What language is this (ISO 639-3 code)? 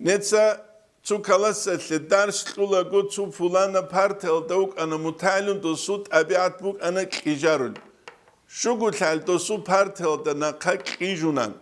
ava